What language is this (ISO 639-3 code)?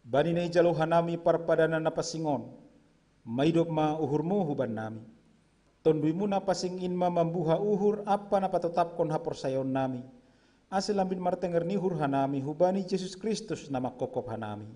bts